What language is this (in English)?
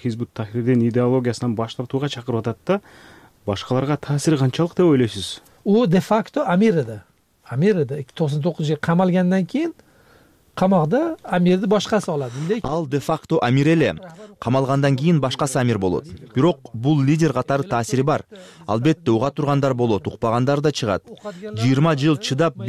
Kyrgyz